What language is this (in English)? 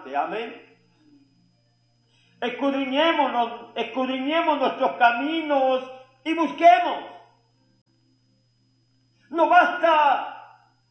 Spanish